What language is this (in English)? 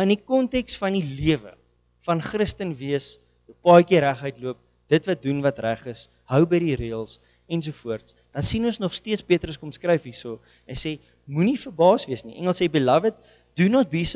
Afrikaans